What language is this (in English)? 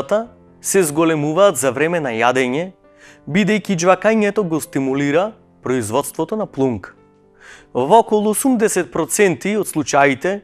Macedonian